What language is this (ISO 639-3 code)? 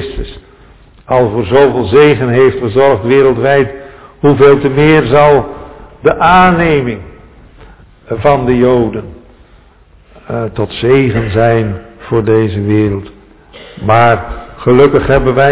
nld